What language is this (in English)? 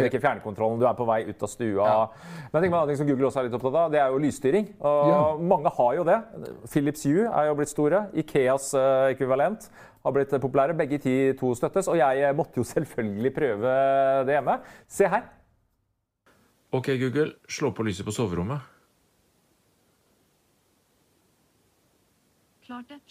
Norwegian